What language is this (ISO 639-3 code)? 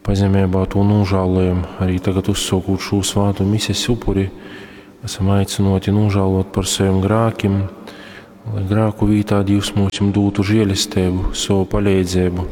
ltg